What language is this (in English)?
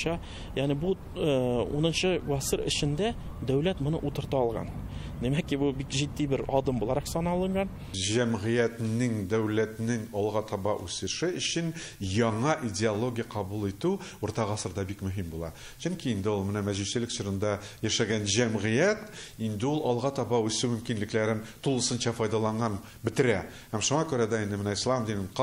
Tatar